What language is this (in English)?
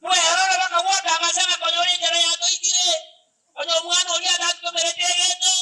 Gusii